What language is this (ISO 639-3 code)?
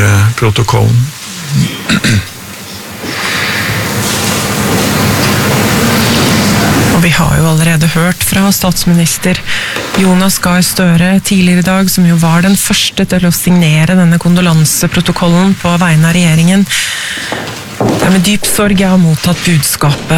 nor